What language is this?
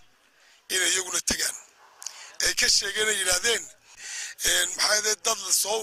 Somali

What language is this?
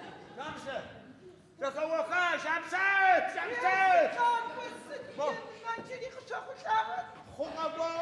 Adyghe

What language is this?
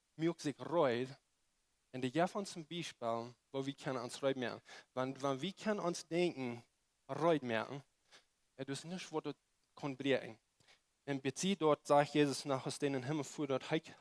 Plautdietsch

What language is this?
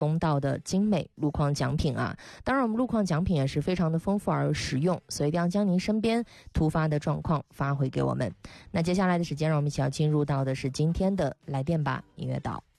Chinese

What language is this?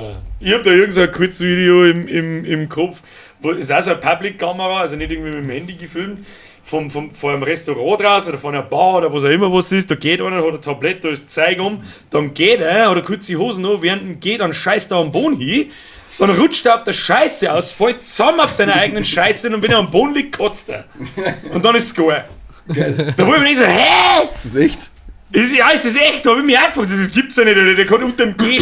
Bavarian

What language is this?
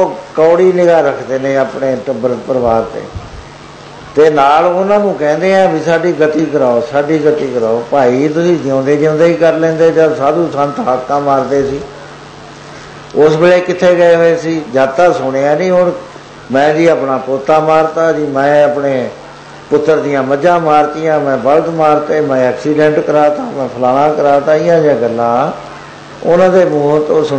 Punjabi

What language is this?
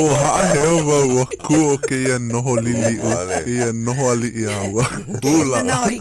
Hawaiian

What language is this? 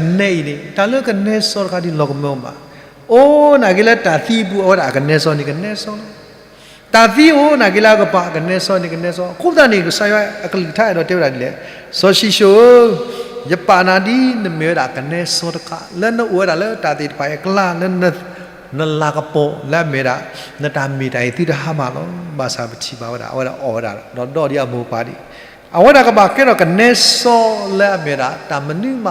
S'gaw Karen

